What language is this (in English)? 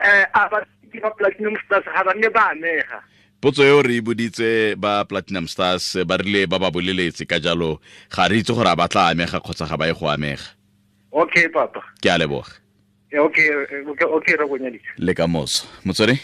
Tswana